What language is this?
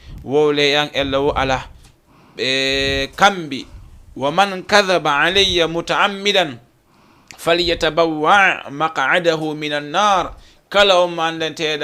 Fula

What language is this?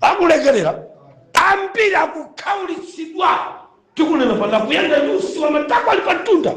Nyanja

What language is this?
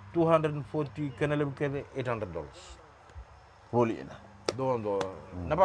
Fijian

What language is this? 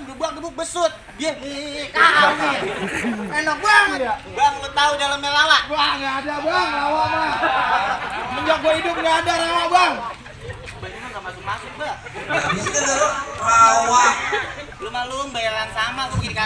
Betawi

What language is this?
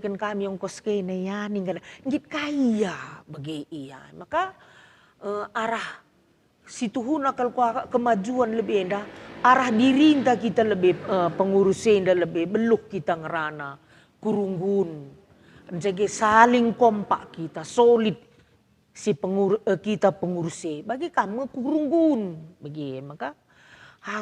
Batak Karo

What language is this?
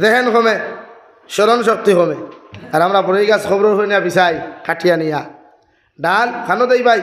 Sylheti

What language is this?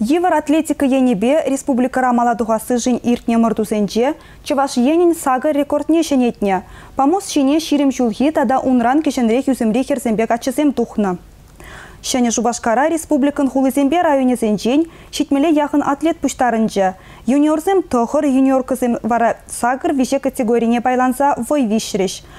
Chuvash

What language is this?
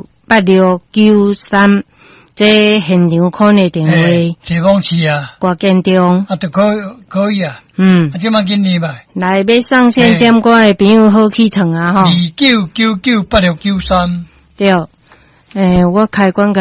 Min Nan Chinese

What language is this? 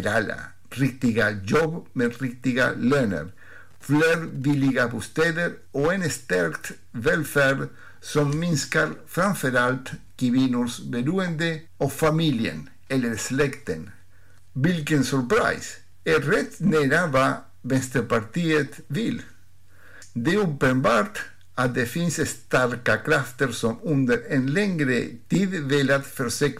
Swedish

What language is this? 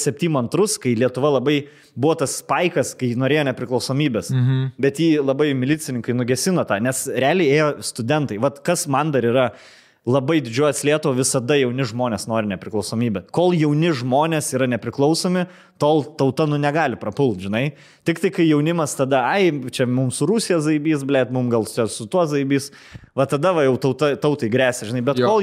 Lithuanian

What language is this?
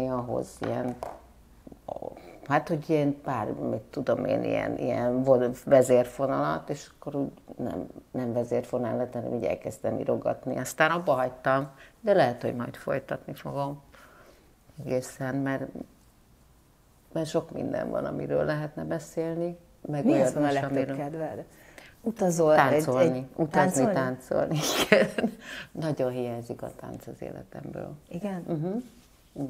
Hungarian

